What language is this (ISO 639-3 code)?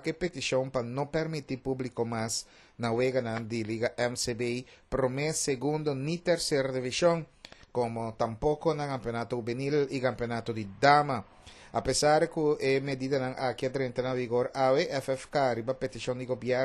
pap